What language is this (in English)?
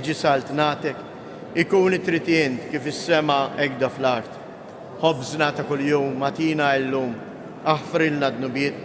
Maltese